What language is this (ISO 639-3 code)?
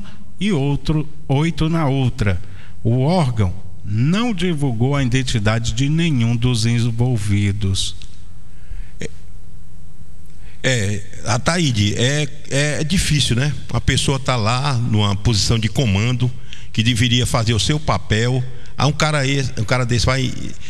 por